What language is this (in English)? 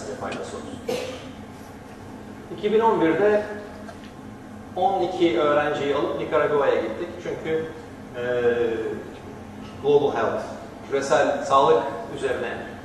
Turkish